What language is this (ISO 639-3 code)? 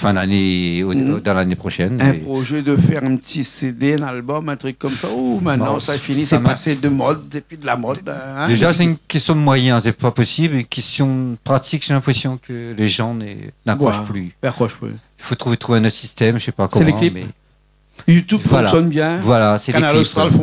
rcf